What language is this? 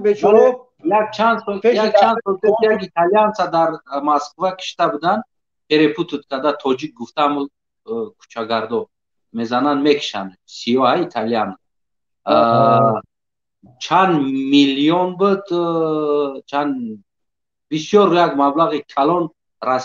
Tajik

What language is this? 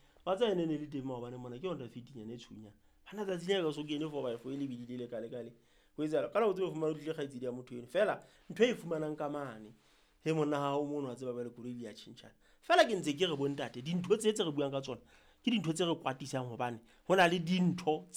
Southern Sotho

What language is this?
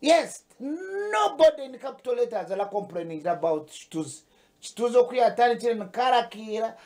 Nyankole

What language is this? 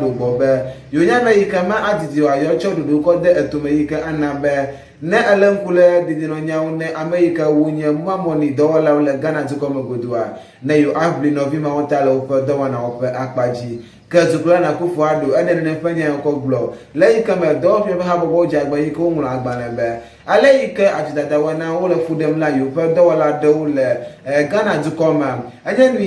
Ewe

